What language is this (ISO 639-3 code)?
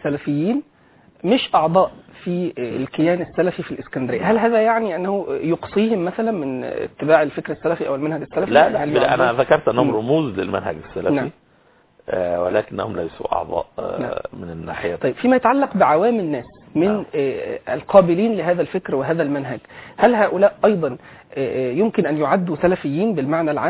ara